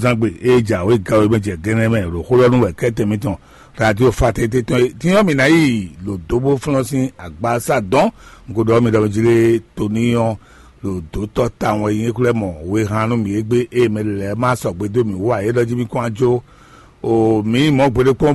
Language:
Fon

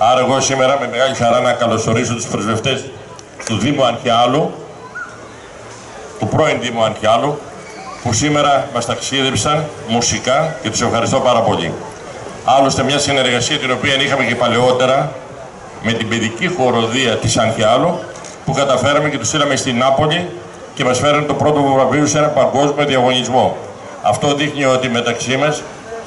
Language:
Greek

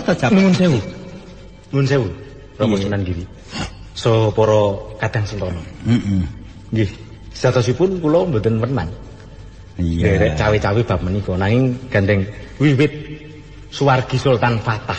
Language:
Javanese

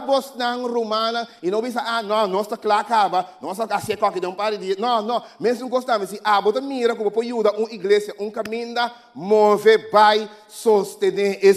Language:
Papiamento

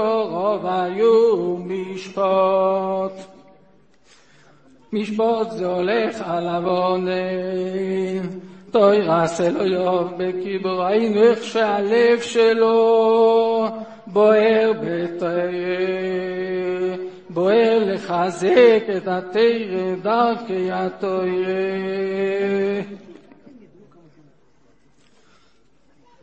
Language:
Hebrew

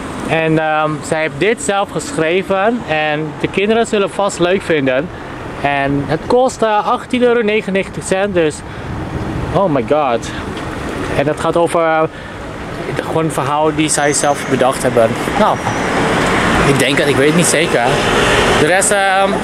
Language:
Dutch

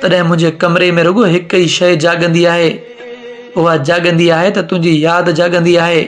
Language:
Sindhi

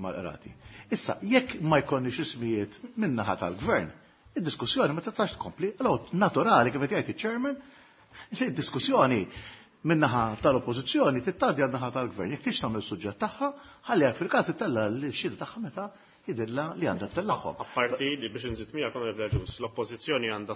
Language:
Maltese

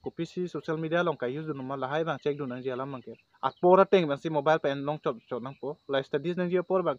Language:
Karbi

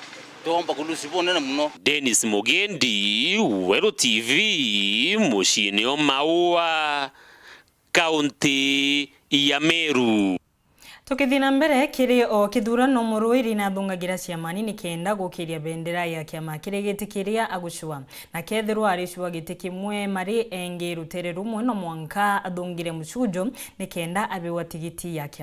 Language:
Meru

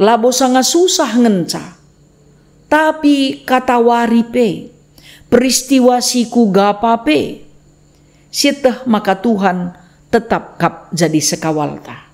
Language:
Batak Karo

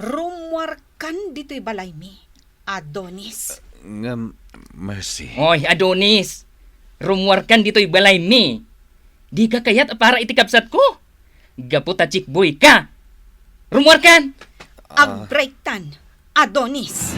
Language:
Iloko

